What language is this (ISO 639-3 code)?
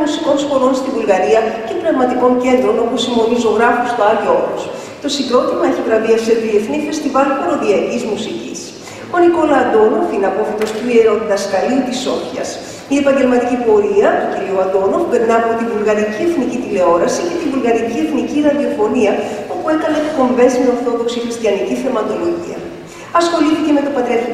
ell